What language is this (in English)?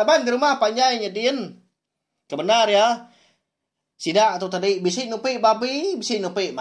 Iban